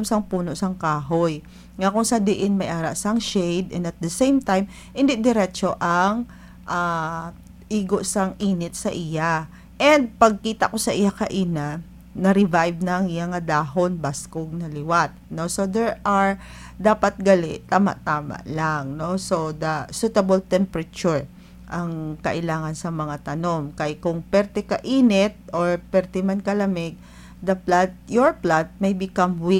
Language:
Hiligaynon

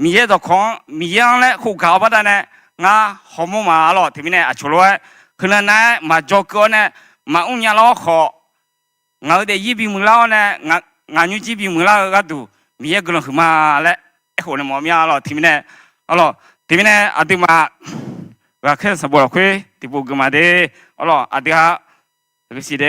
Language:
Akha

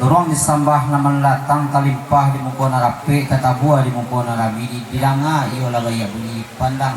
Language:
Minangkabau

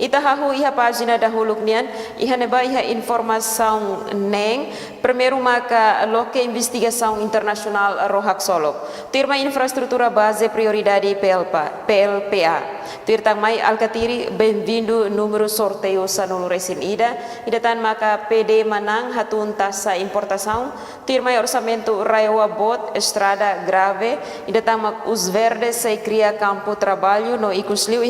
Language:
Tetum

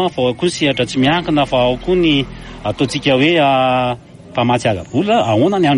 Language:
Malagasy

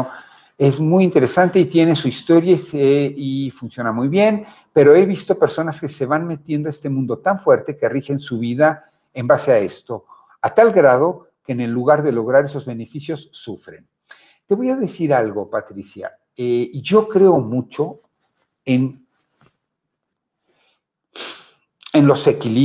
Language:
Spanish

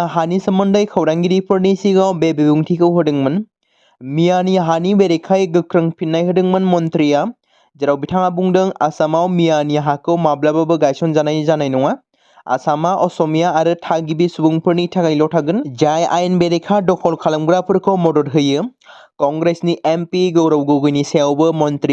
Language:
Bodo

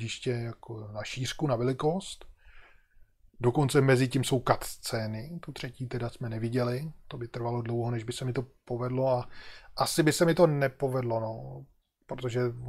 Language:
Czech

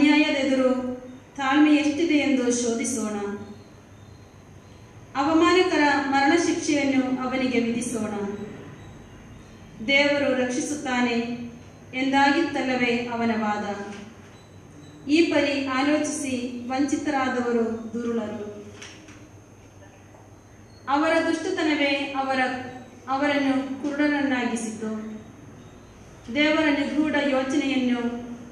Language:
Kannada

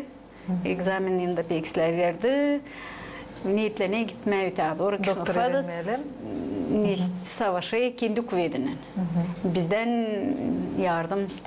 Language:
Gagauz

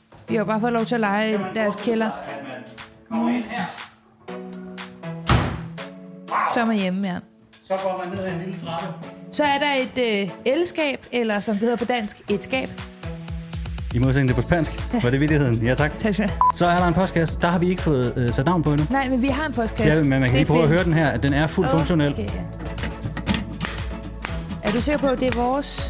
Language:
Danish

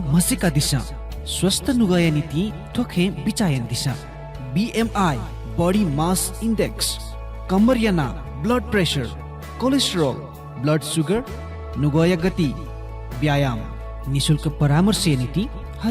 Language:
Newari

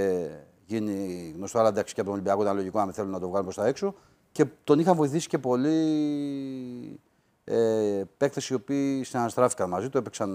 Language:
Greek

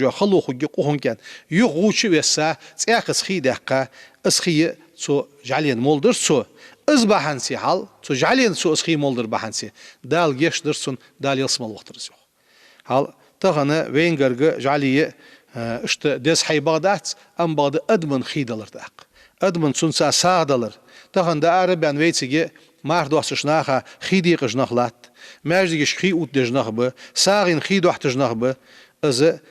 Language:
Ingush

